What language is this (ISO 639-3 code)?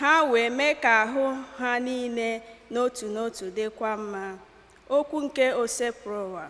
ibo